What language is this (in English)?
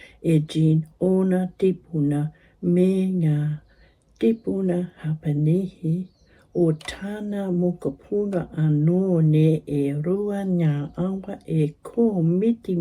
Māori